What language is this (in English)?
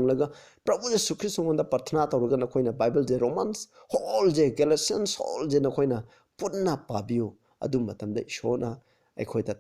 Manipuri